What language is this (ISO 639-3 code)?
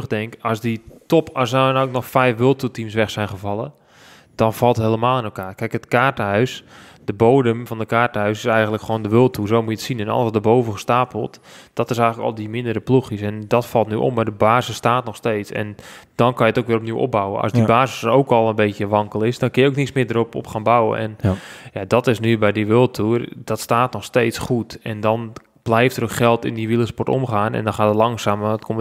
nld